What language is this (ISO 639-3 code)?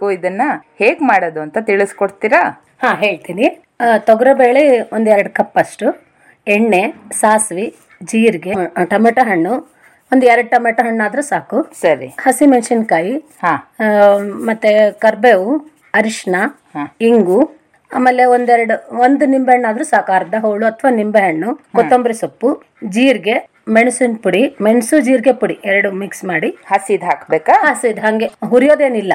kan